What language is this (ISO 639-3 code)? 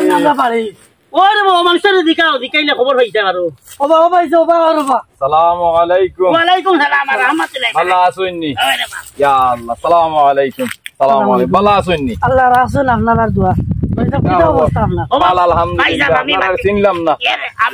syl